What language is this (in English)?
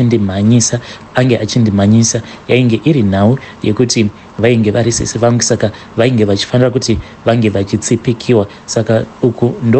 Shona